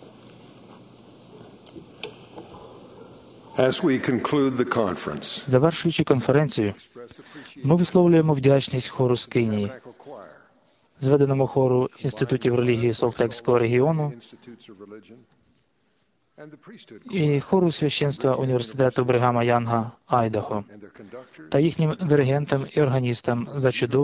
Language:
Ukrainian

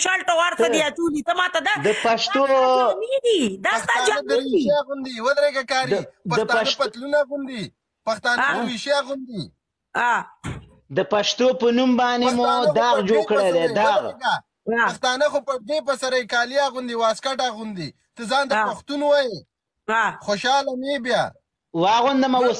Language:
Pashto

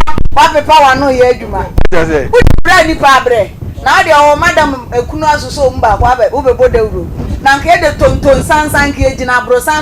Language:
Akan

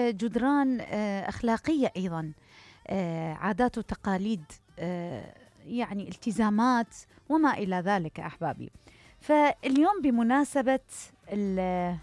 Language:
Mesopotamian Arabic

